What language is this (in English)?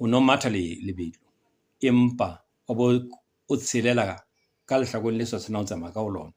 Southern Sotho